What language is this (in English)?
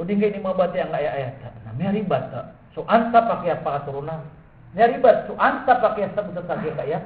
Maranao